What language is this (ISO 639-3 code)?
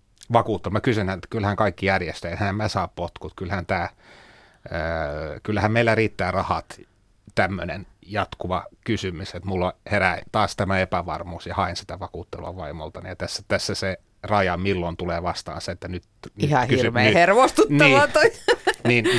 fin